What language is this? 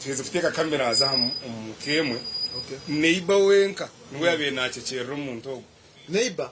Nyankole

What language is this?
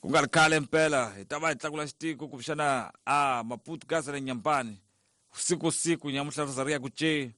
Tsonga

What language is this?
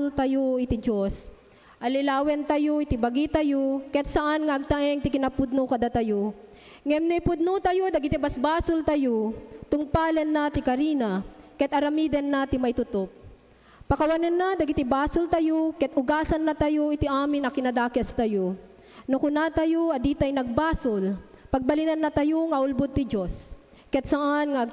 Iloko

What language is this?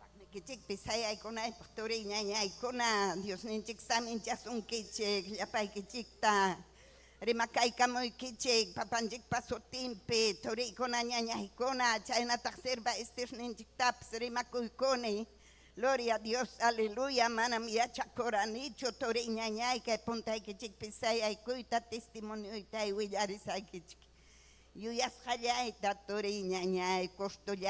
Ayacucho Quechua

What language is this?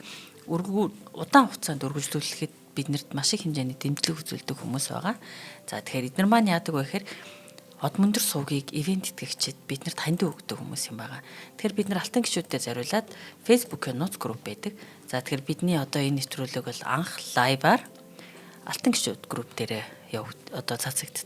Mongolian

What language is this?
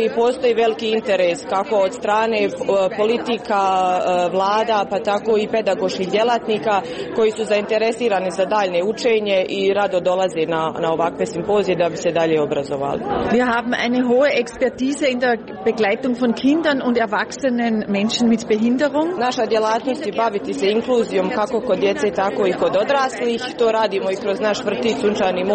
Croatian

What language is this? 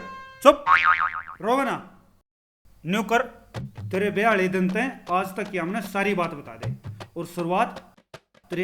Haryanvi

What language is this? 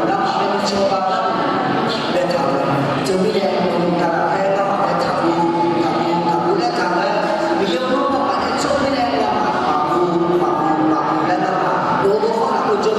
Akha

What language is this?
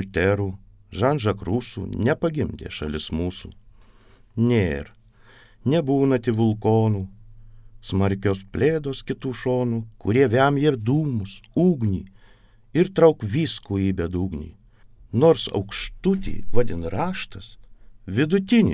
Lithuanian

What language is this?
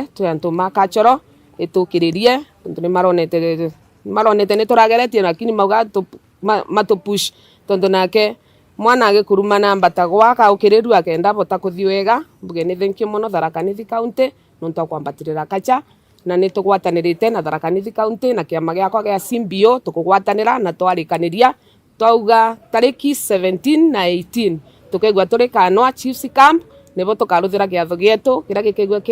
Meru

